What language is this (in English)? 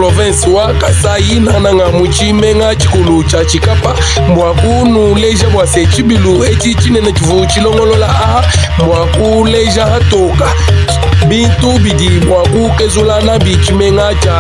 Luba-Lulua